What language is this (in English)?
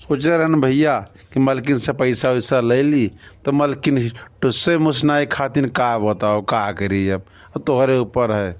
Awadhi